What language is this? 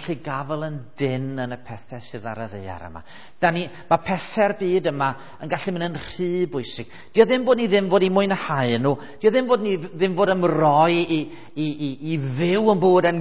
Welsh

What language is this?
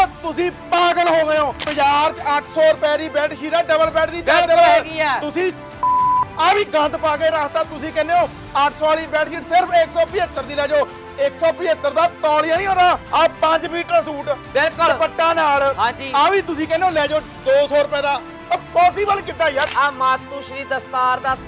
Punjabi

